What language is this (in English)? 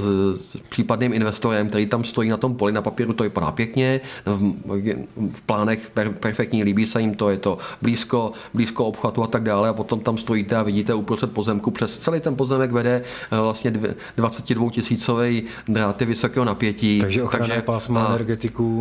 Czech